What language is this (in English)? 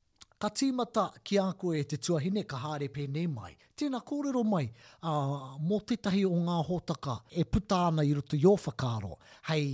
Māori